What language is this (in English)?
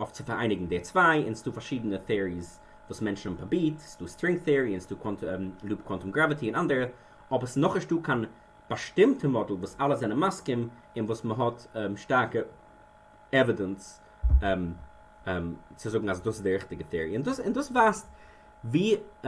Yiddish